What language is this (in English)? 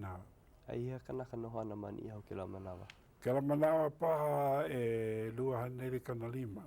Hawaiian